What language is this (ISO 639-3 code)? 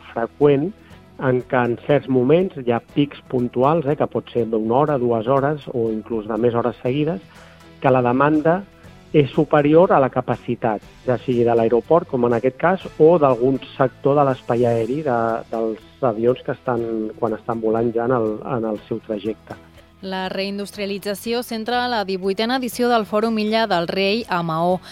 cat